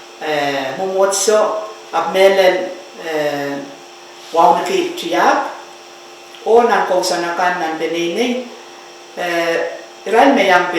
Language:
Pohnpeian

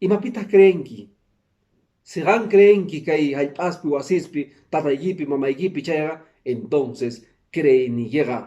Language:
Quechua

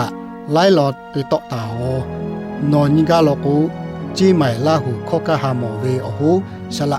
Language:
Lahu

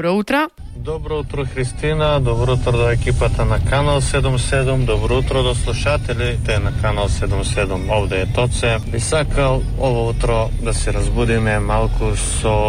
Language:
Macedonian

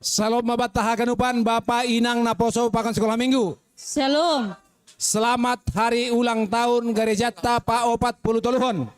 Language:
Batak Simalungun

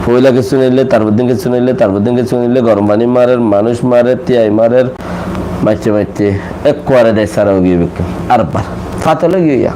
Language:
Rohingya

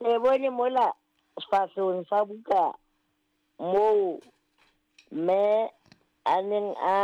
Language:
Southern Sotho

